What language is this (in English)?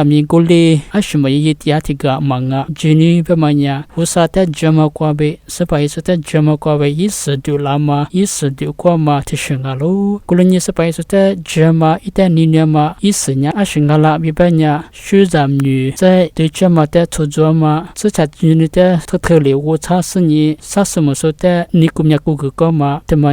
Lisu